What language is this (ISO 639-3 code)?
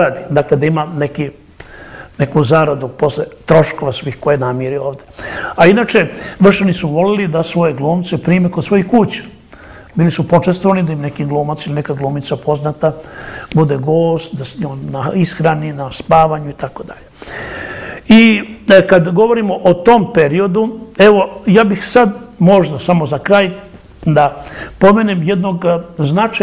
srp